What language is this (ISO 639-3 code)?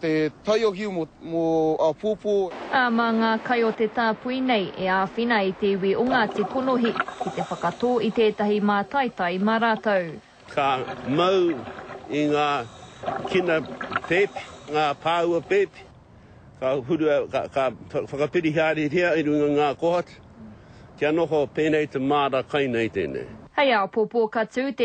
mri